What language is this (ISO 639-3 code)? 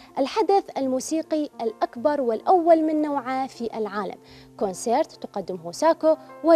acm